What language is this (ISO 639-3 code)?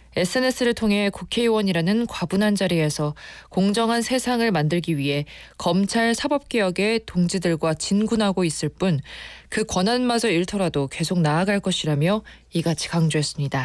kor